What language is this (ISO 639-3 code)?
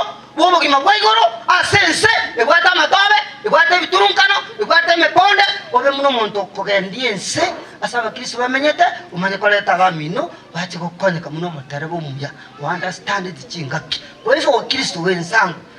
guz